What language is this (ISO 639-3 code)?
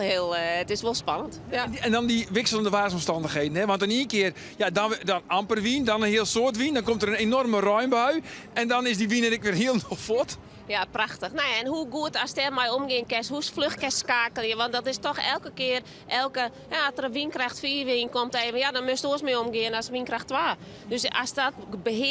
fry